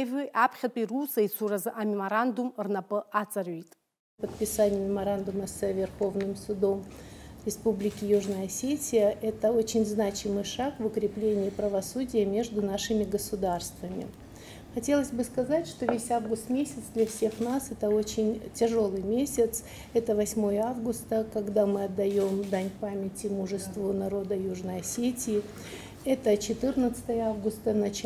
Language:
Abkhazian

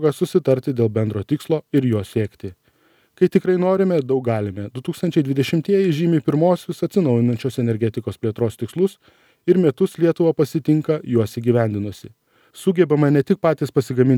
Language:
Lithuanian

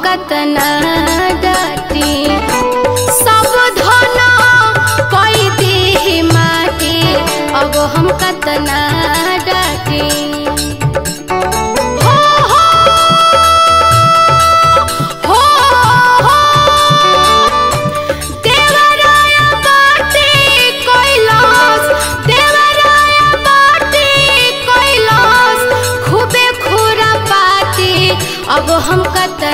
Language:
Bhojpuri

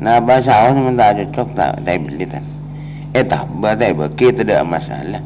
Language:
Madurese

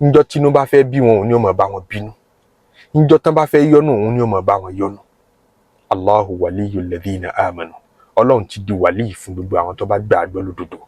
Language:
Yoruba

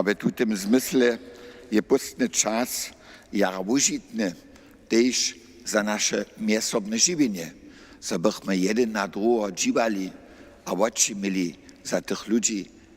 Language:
Upper Sorbian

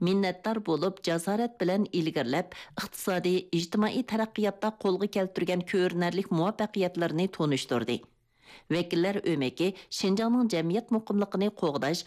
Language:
Uyghur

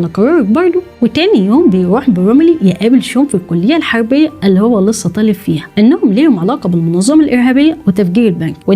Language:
Egyptian Arabic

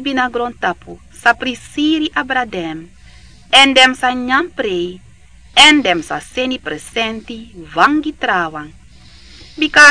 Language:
Sranan Tongo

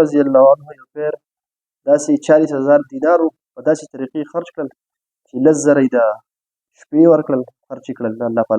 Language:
Pashto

